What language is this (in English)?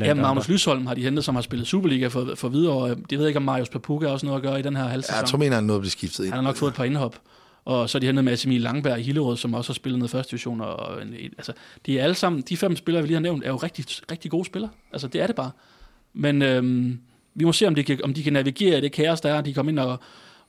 Danish